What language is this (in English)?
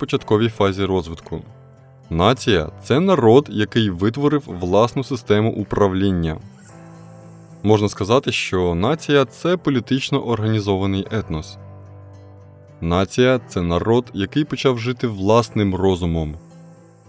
Ukrainian